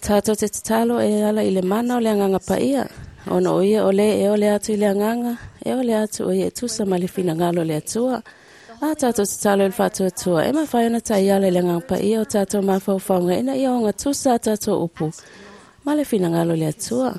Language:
Samoan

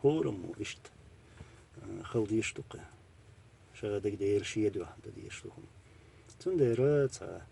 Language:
Chechen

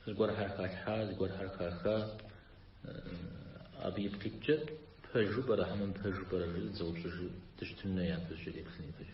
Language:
Kabardian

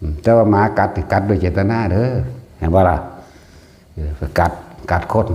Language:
Northeastern Thai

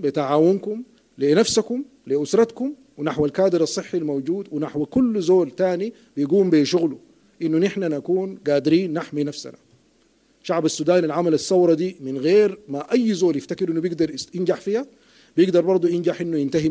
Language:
Sudanese Arabic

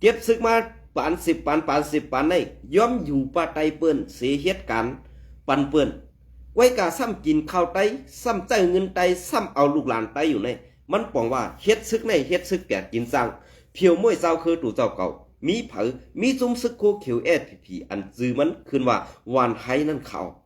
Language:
Shan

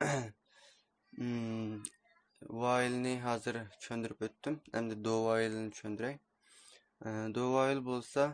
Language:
Uyghur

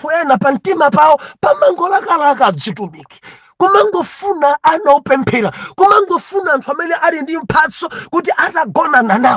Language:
Nyanja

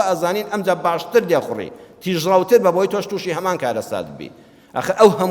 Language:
Central Kurdish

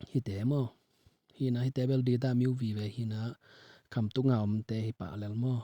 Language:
Tedim Chin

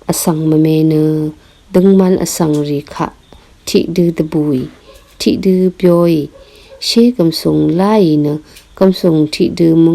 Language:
Rawang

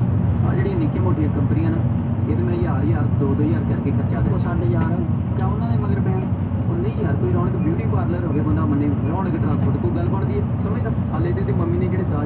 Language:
Punjabi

